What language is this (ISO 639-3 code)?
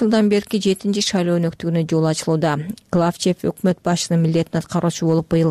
kir